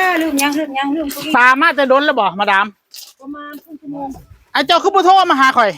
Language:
Northeastern Thai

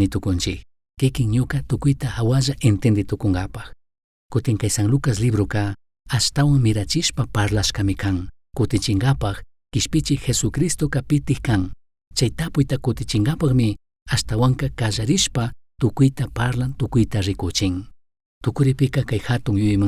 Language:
Chimborazo Highland Quichua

